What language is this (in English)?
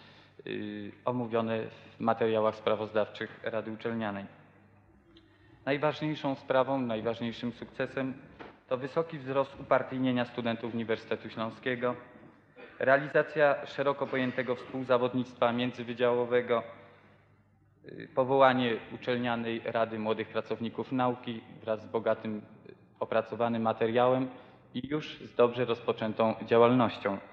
Polish